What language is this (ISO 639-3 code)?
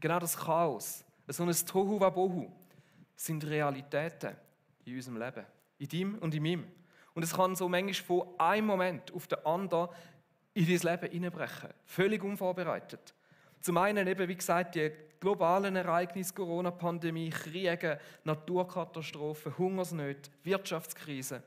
gsw